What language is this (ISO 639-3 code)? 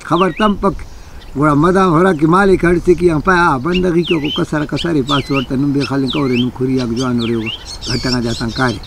brh